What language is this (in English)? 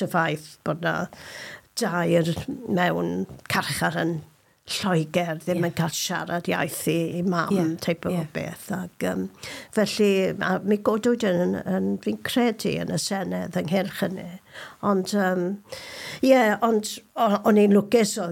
Welsh